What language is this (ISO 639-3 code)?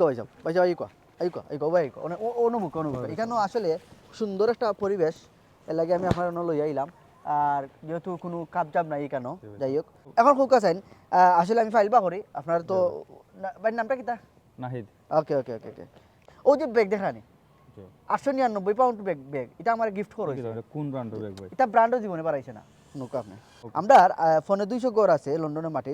syl